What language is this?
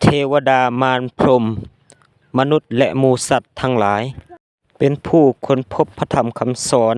Lao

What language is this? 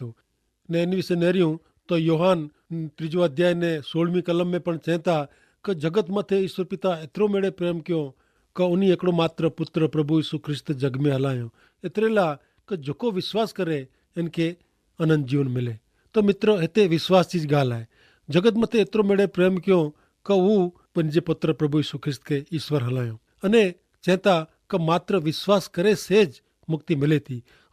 Kachhi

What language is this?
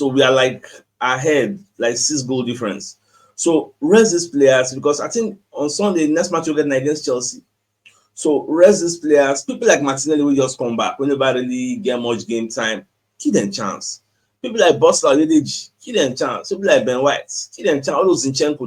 Nigerian Pidgin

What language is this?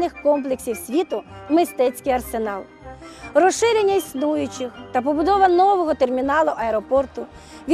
Ukrainian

